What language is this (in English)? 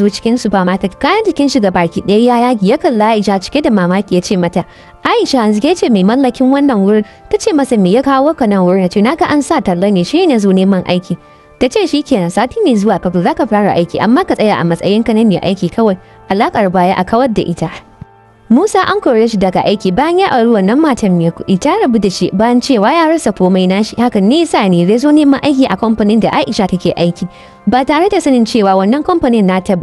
Hausa